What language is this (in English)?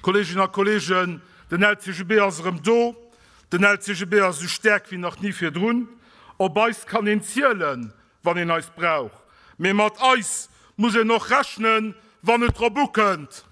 Luxembourgish